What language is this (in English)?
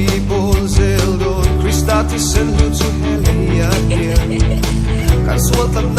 Mizo